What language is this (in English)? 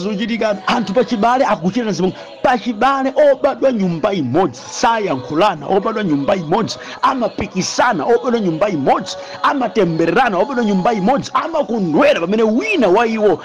Nyanja